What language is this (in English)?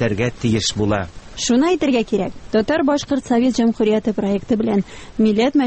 Tatar